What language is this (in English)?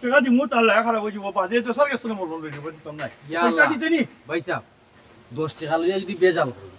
Sylheti